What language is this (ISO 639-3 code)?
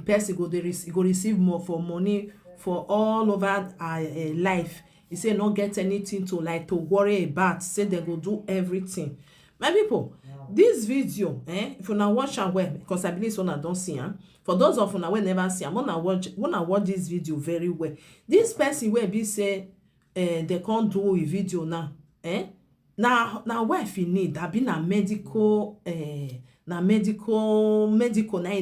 pcm